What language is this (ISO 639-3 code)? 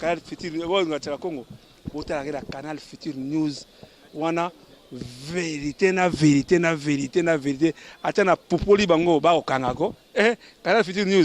lin